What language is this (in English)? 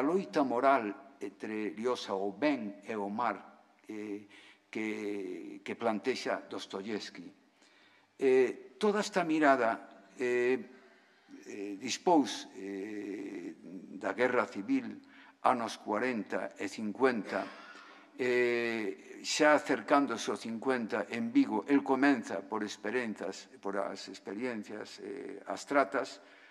Galician